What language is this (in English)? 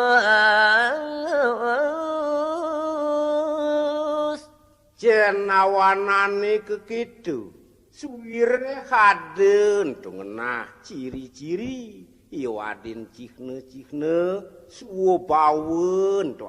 Balinese